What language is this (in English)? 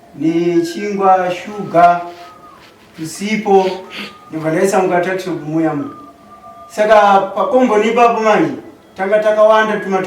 Shona